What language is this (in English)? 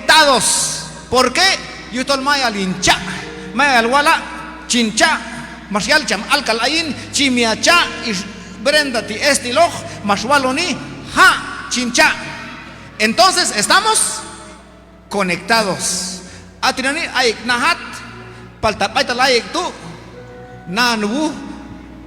Q'anjob'al